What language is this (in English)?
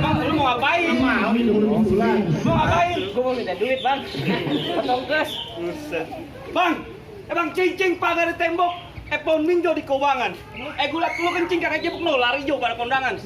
Betawi